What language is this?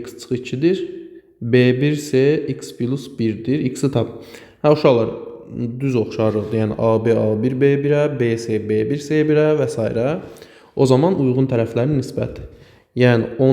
Azerbaijani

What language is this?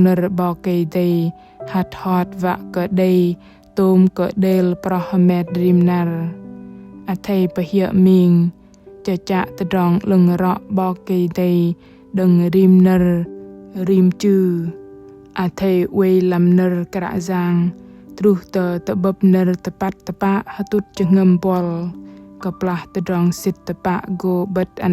Bahnar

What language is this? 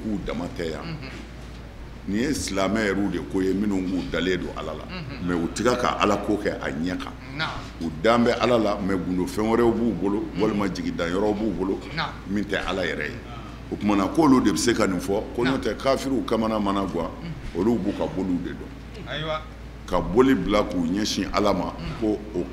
Bambara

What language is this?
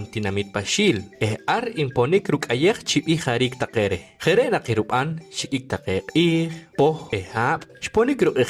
Poqomchi'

